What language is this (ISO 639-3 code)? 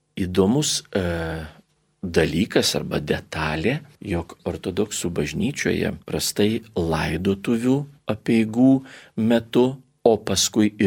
lit